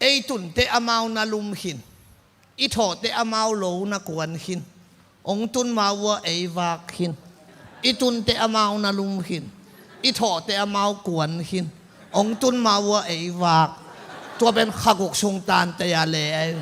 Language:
Tedim Chin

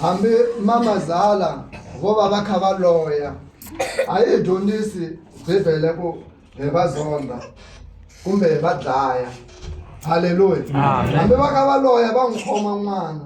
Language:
Tsonga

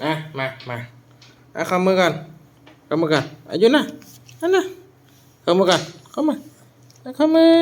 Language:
Northeastern Thai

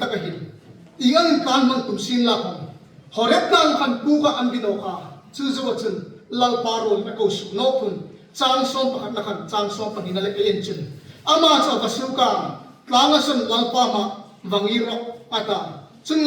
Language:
Hmar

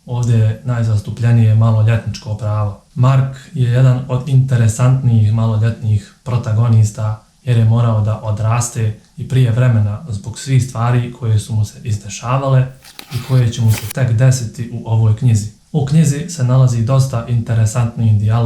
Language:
Bosnian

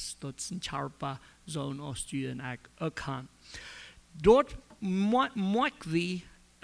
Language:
Plautdietsch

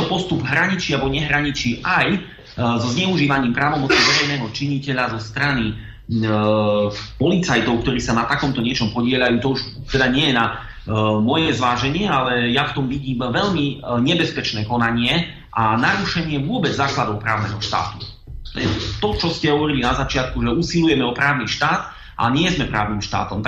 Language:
Slovak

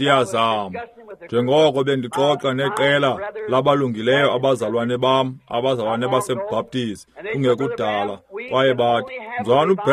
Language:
Xhosa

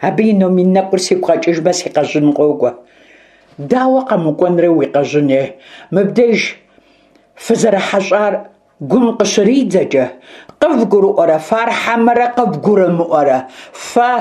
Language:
Kabardian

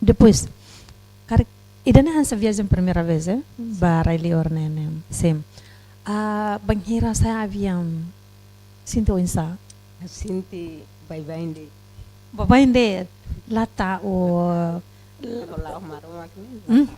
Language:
Tetum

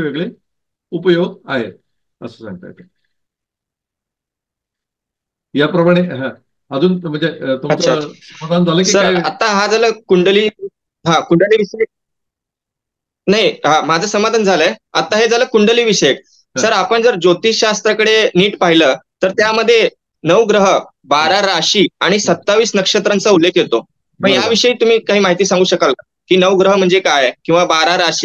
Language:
Marathi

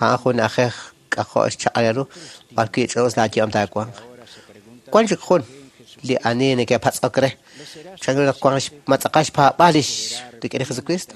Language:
Kekchí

